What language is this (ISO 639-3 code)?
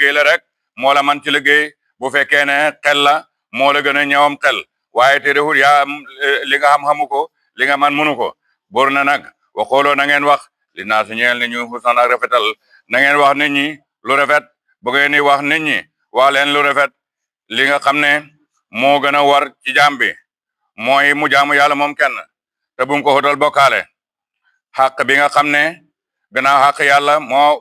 wol